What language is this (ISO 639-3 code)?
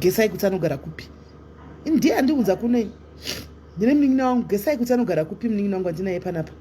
sna